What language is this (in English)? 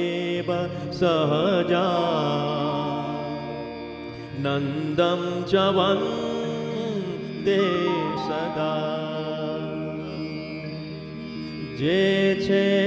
Gujarati